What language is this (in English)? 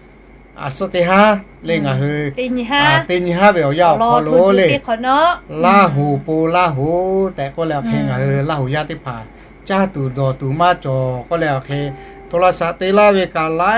Lahu